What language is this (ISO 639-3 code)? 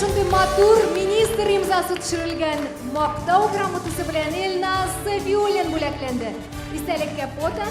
tat